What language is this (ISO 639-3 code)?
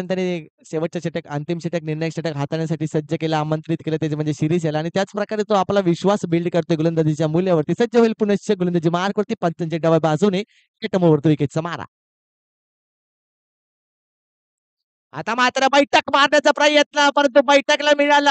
mar